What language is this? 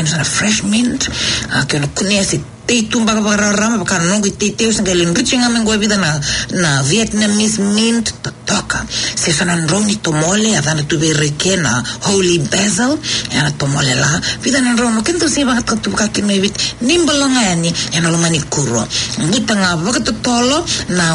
Fijian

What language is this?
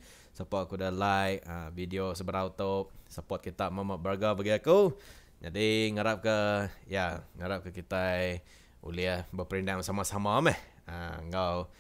Iban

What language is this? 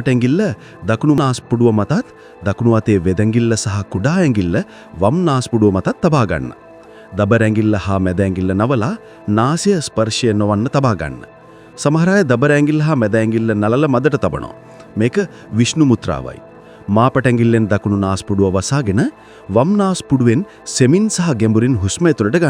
Sinhala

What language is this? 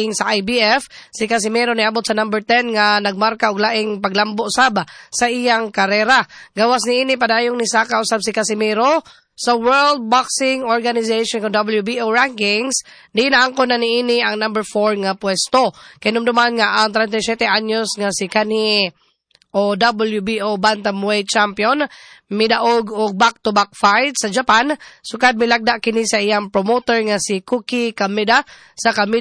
Cebuano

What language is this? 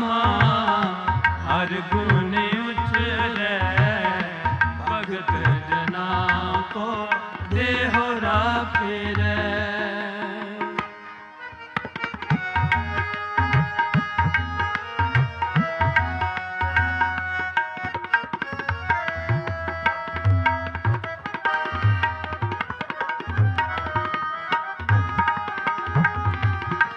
Punjabi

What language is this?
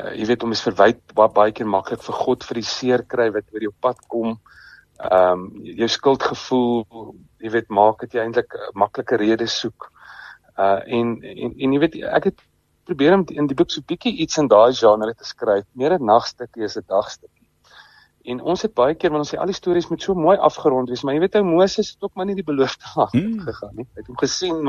Afrikaans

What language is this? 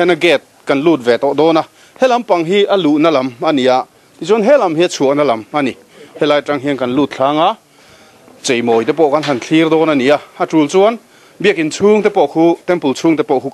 Mizo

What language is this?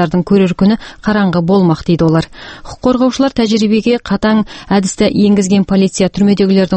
Kazakh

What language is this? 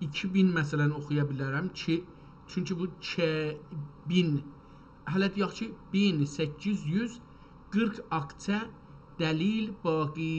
South Azerbaijani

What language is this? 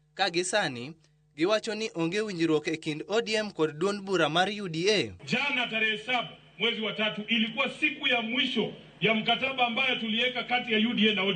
Luo (Kenya and Tanzania)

